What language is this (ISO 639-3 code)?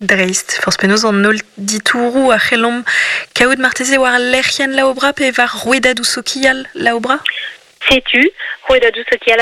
bre